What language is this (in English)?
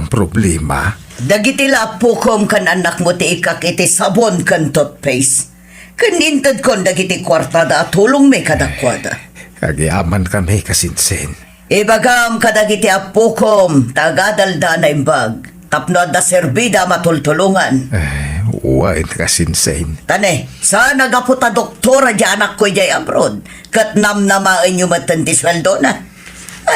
Iloko